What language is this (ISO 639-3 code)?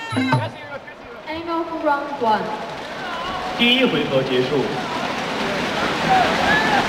fin